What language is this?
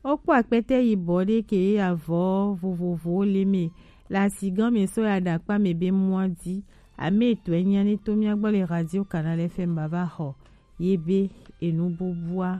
Gen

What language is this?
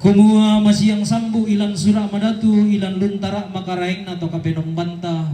Toraja-Sa'dan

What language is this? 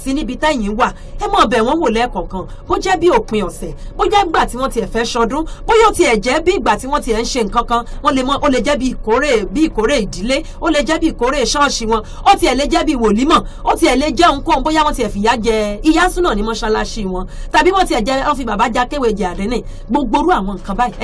Yoruba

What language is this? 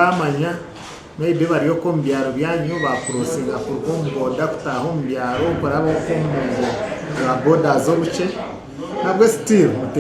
Nyankole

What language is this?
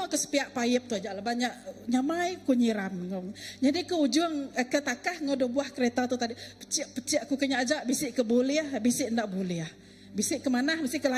Iban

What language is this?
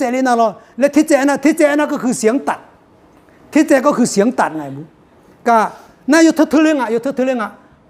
Akha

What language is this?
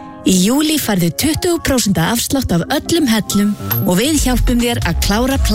Icelandic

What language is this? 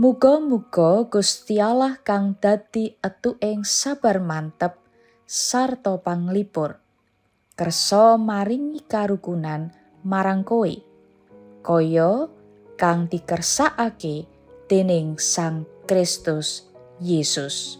Javanese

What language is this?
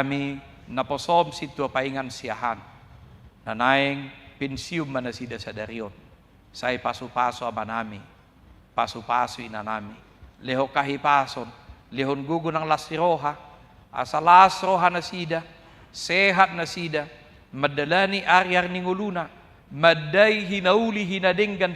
Batak Toba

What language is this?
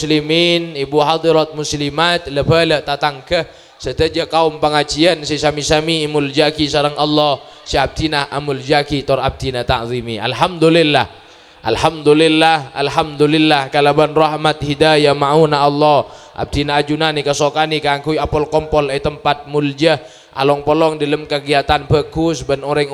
Madurese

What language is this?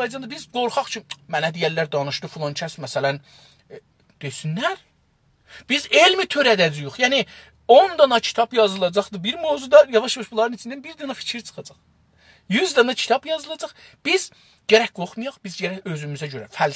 South Azerbaijani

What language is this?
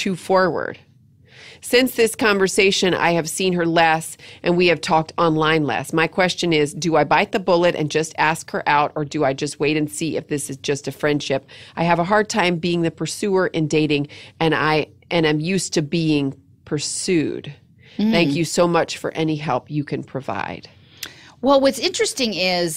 English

